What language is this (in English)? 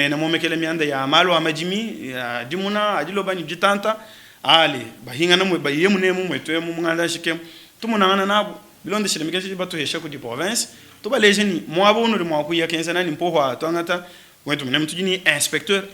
Luba-Lulua